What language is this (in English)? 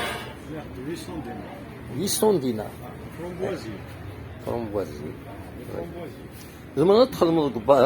Kabyle